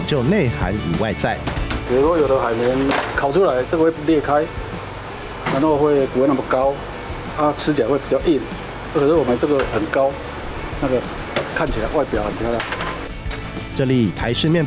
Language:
Chinese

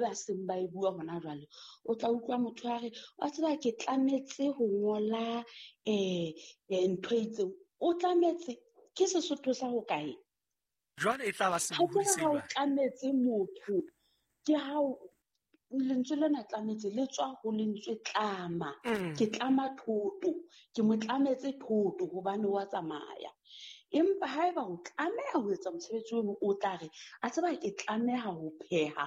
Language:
Southern Sotho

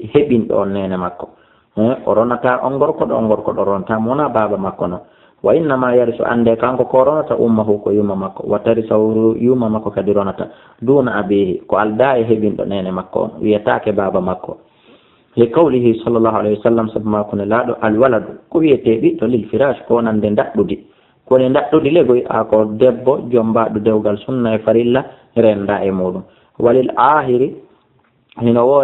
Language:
Fula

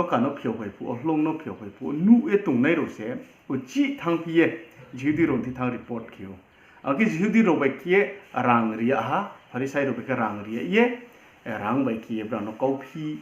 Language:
Riang (India)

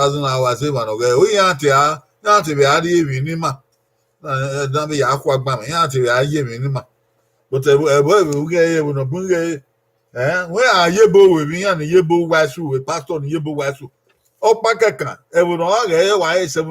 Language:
Bini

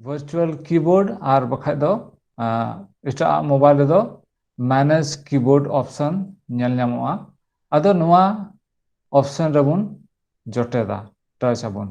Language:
Santali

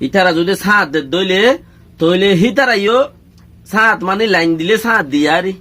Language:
Rohingya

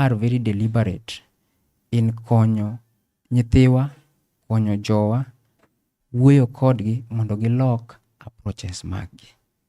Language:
Luo (Kenya and Tanzania)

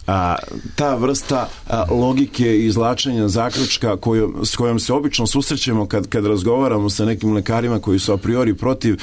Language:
Serbian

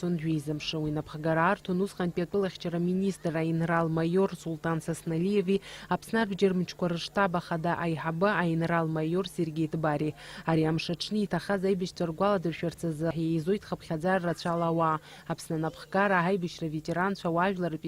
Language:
Abkhazian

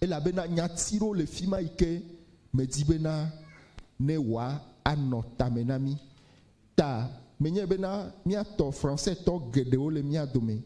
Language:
Ewe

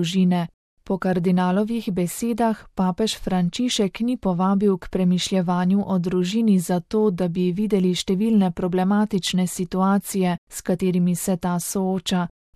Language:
Slovenian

